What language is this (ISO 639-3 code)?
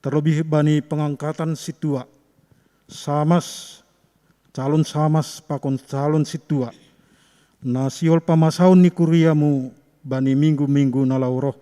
bts